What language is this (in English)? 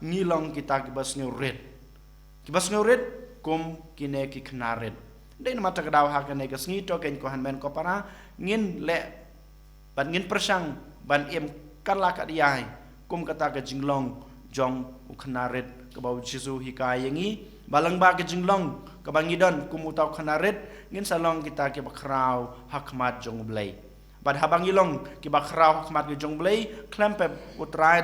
Khasi